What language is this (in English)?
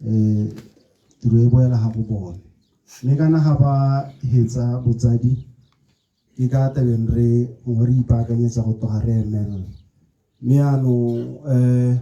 Tswana